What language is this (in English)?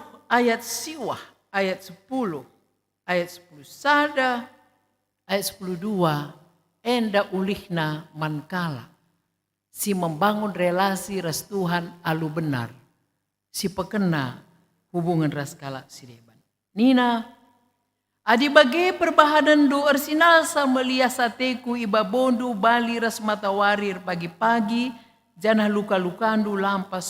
Batak Karo